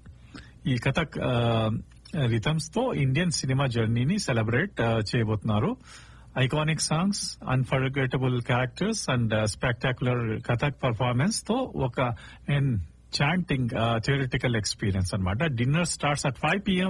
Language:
Telugu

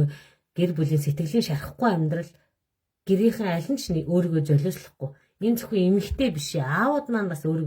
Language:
Mongolian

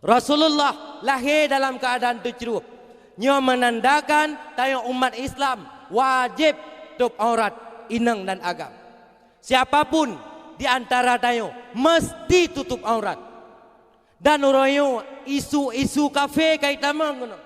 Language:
Achinese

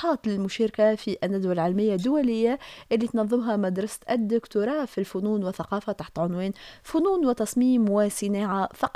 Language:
Tunisian Arabic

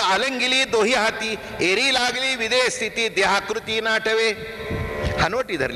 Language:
Marathi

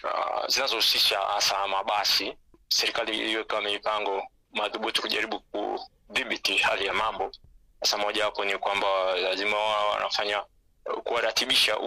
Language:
Swahili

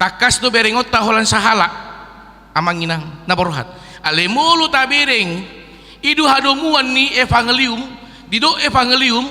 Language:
Batak Toba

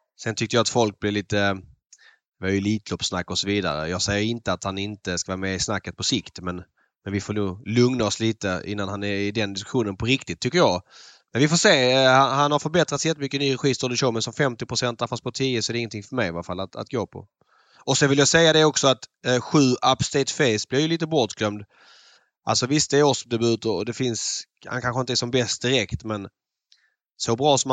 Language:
Swedish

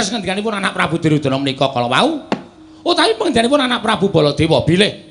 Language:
Javanese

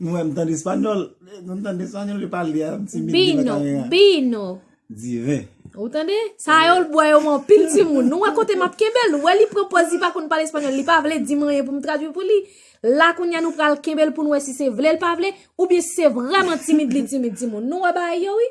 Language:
Haitian Creole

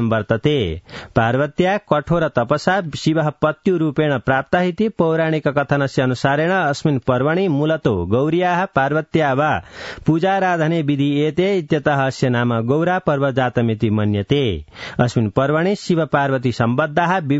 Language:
Sanskrit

